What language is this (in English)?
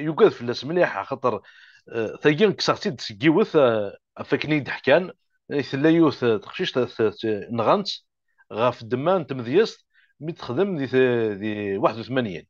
Kabyle